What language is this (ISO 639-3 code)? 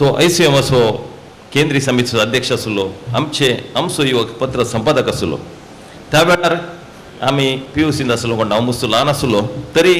kok